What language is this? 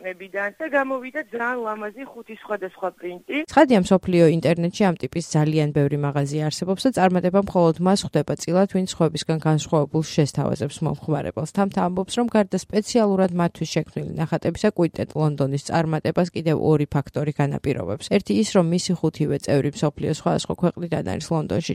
Georgian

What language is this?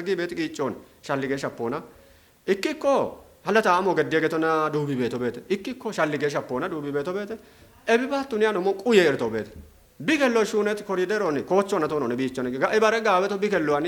Kafa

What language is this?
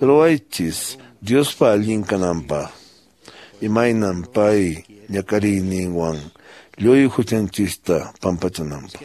Quechua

